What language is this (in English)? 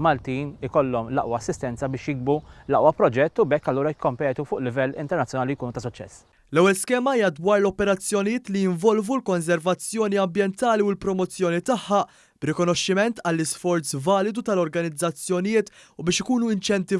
Maltese